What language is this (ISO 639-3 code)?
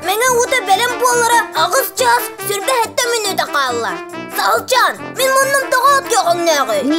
sah